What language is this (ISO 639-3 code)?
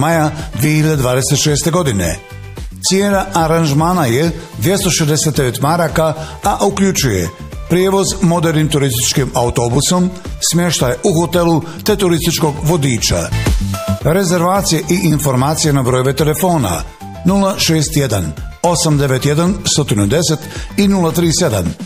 bos